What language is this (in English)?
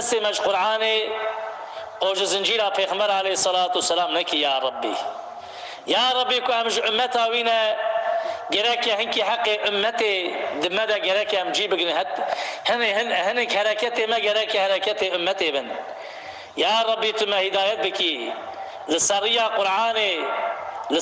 Kurdish